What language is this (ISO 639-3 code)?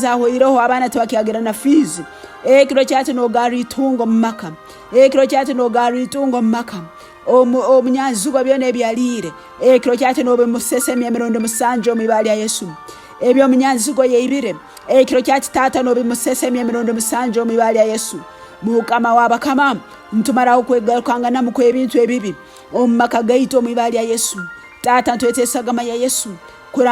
ttj